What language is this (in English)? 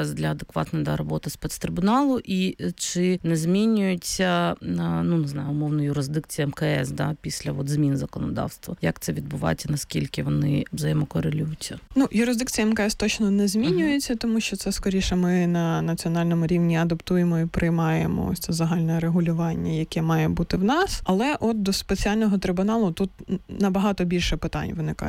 Ukrainian